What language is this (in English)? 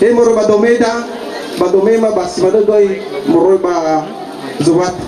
Nias